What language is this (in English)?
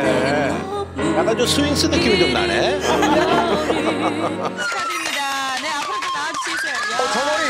Korean